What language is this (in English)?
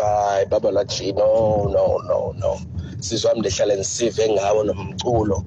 Xhosa